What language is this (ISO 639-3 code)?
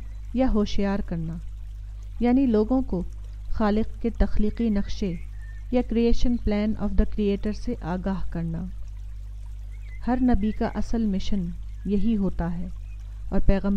urd